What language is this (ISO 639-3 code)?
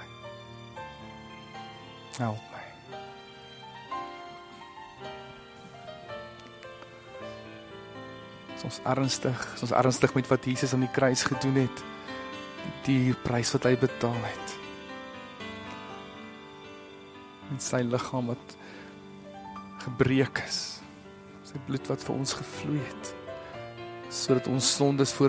afr